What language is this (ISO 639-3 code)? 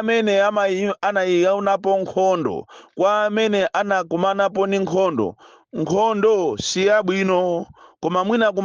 nya